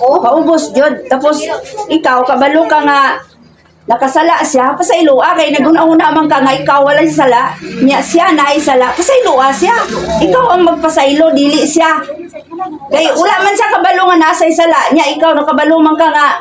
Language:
Cebuano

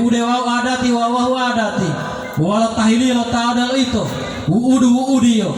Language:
Gorontalo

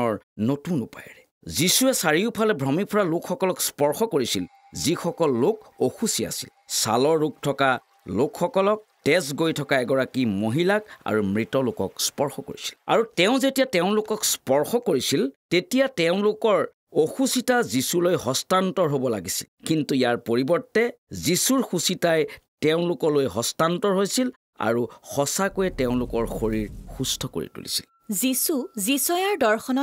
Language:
Assamese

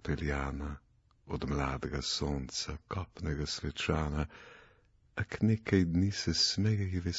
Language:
Slovenian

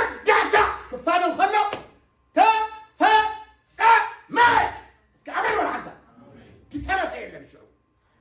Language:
Tigrinya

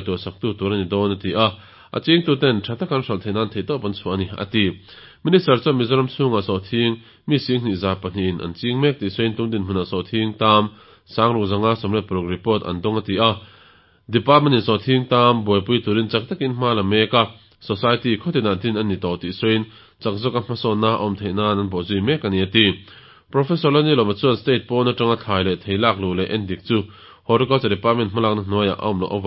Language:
Mizo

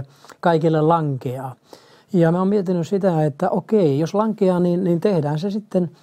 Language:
Finnish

